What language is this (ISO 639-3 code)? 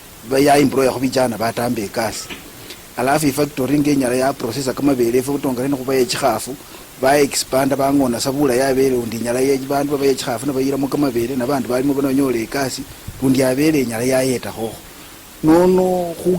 luy